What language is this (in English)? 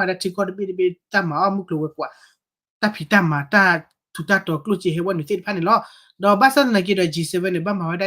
S'gaw Karen